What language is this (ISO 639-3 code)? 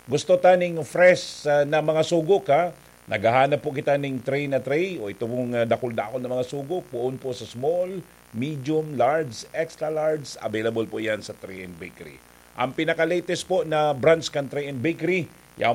bik